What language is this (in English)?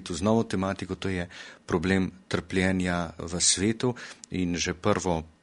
Slovenian